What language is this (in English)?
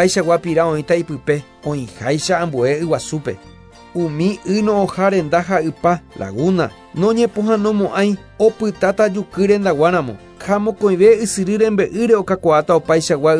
Guarani